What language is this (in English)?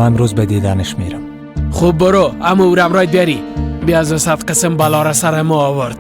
Persian